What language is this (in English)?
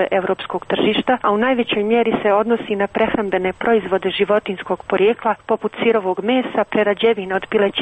Croatian